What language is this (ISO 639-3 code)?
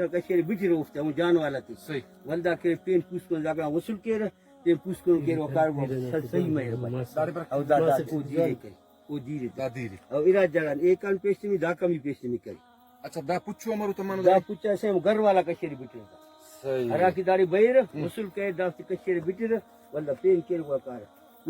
brh